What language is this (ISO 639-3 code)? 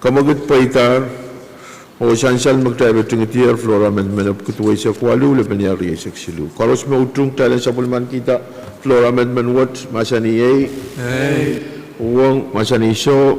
pon